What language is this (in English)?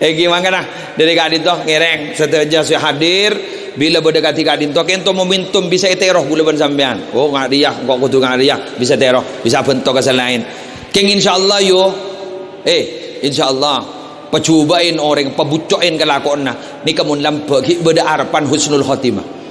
Madurese